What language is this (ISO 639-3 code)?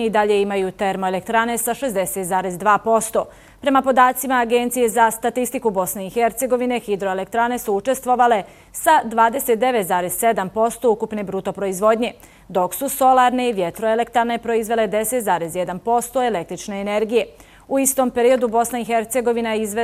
bos